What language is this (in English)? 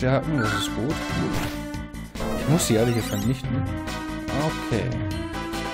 German